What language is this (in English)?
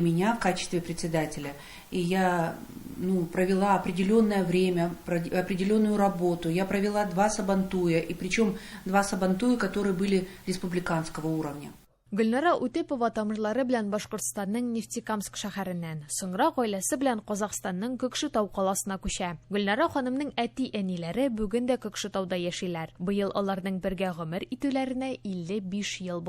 Tatar